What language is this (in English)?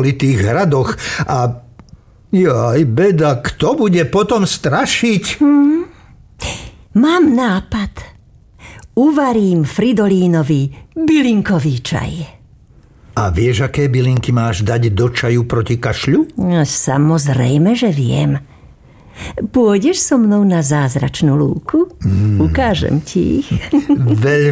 Slovak